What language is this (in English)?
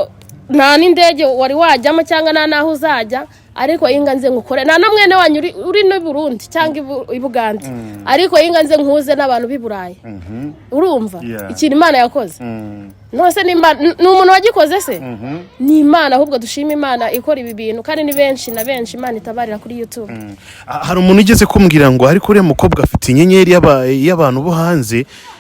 Kinyarwanda